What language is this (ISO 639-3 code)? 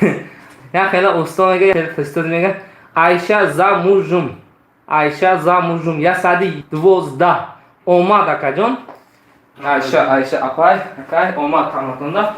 tgk